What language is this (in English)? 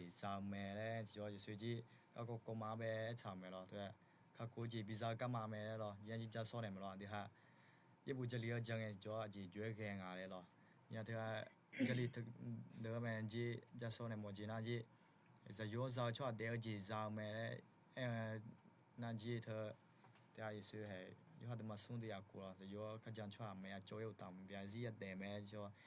Akha